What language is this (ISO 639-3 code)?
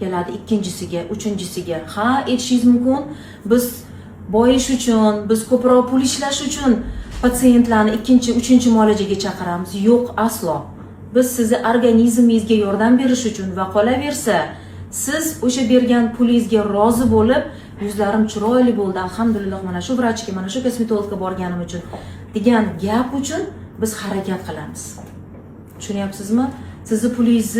uzb